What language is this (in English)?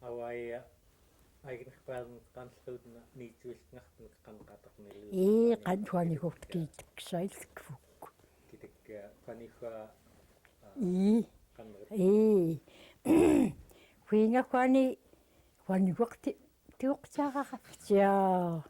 Central Yupik